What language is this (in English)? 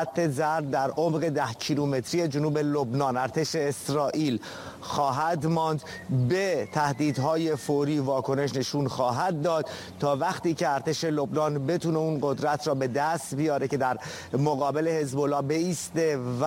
Persian